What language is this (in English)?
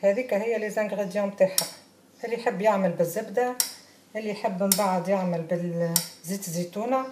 Tunisian Arabic